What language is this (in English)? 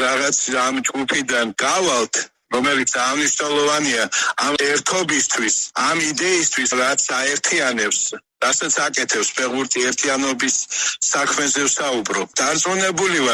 Georgian